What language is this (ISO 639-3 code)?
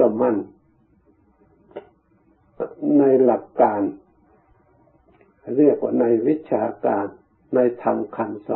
tha